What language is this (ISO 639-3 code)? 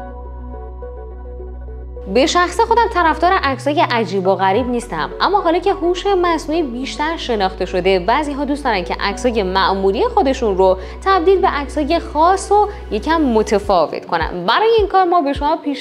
fas